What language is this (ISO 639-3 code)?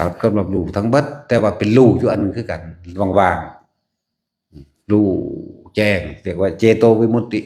tts